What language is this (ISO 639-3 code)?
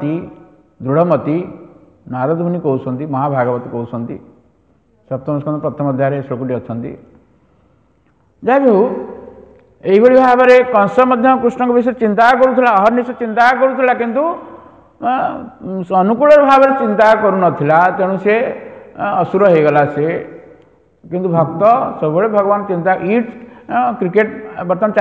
ori